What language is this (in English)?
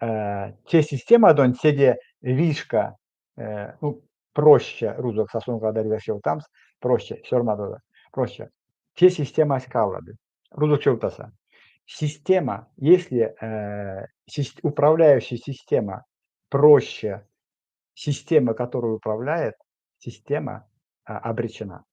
Erzya